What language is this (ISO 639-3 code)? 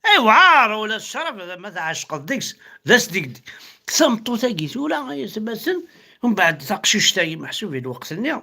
kab